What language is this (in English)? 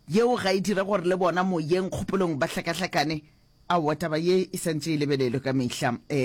Northern Sotho